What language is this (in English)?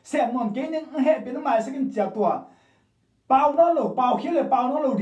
Tedim Chin